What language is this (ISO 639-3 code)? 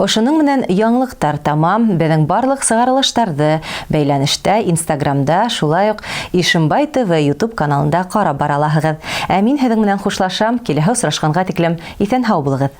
bak